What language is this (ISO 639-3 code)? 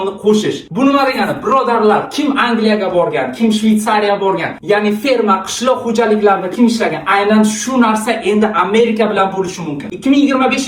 uzb